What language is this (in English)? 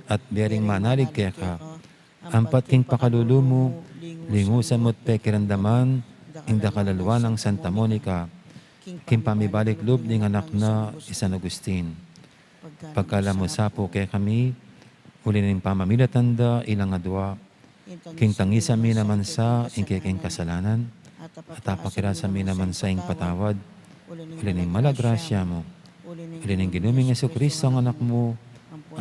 Pampanga